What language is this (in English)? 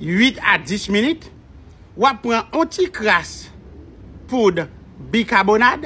Haitian Creole